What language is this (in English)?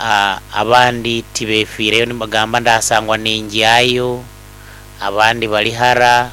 Nyoro